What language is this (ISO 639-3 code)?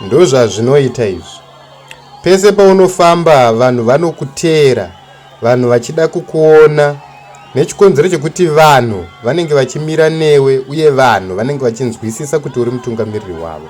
sna